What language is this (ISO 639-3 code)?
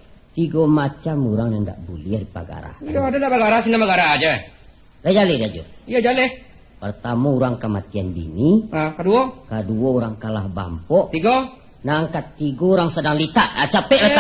min